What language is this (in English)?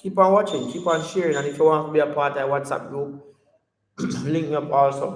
Jamaican Creole English